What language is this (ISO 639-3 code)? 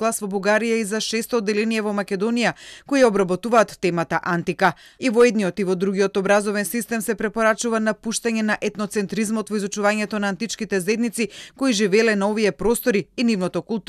mkd